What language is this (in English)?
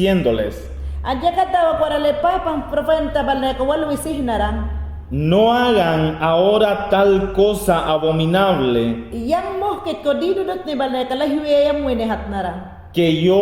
Mayangna